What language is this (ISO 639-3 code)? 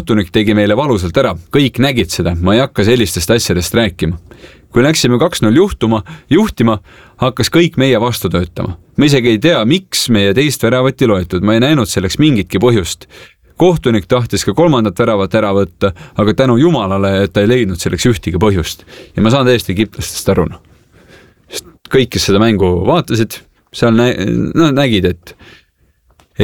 est